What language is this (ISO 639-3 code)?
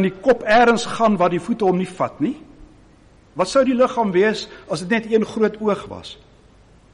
afr